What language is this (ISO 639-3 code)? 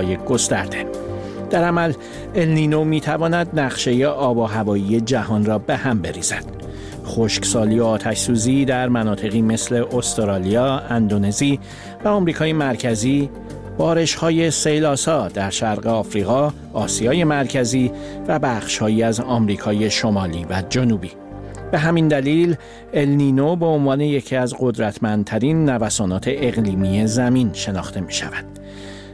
fas